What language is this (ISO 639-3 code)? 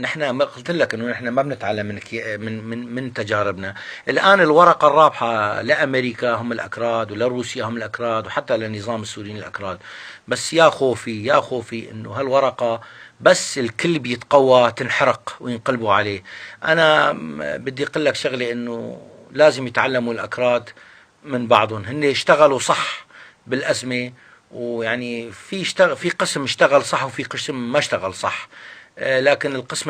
apc